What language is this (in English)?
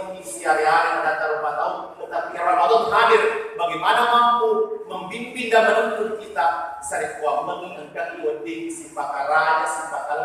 Buginese